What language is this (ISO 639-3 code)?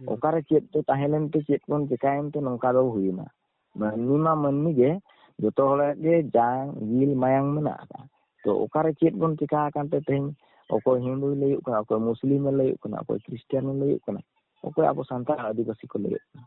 sat